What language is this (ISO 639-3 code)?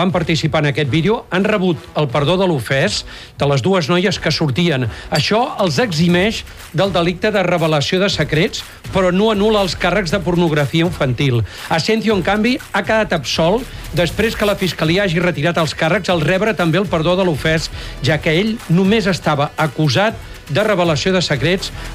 cat